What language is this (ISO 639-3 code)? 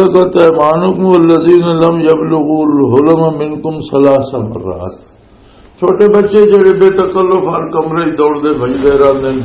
lah